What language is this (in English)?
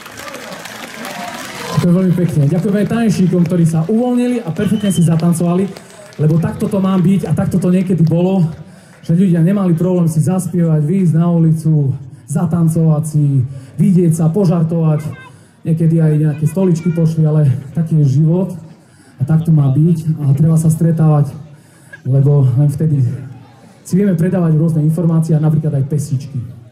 Slovak